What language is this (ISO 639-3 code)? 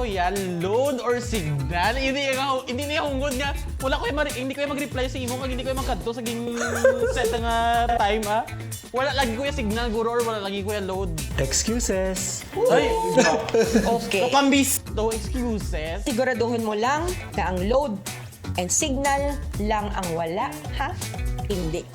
hil